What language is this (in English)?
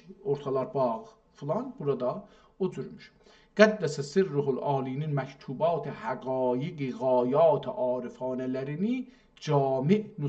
South Azerbaijani